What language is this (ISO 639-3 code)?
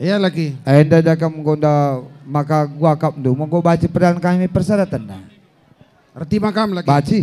btx